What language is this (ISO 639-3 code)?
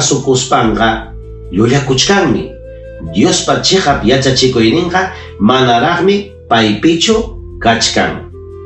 quy